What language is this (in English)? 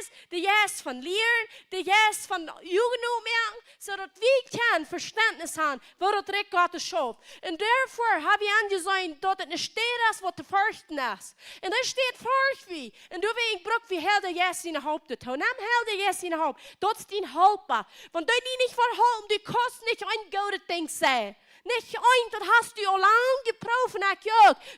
Plautdietsch